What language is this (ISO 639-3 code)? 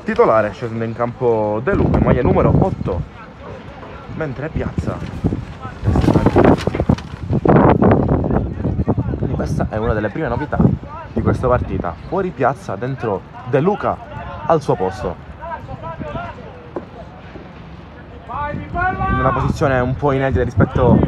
ita